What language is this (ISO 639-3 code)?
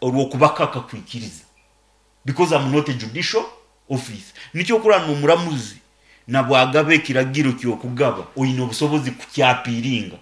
nyn